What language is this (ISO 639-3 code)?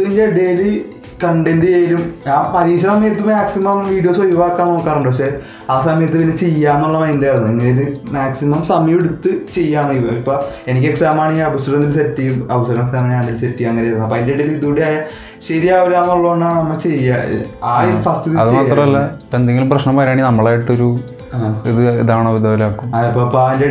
mal